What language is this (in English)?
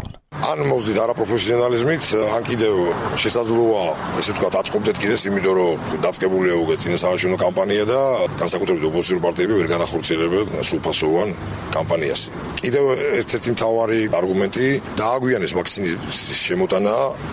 Georgian